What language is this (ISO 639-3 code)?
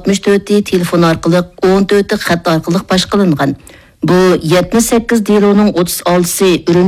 uig